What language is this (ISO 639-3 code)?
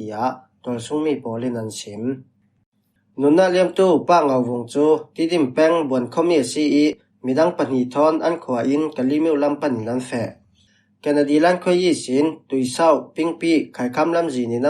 cfm